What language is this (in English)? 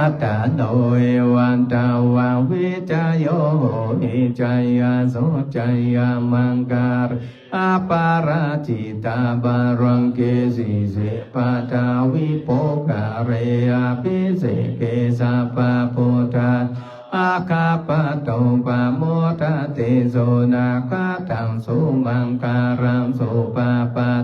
Pali